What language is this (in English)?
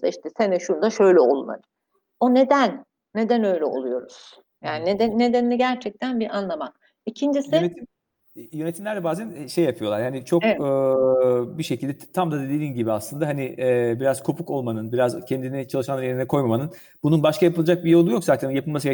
Turkish